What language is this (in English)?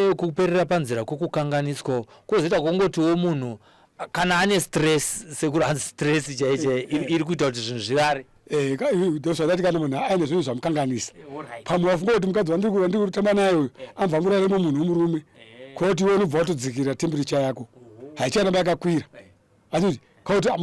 Shona